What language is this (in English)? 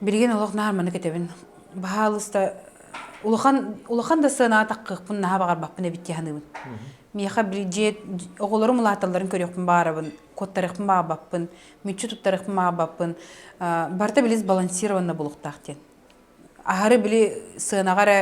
Yakut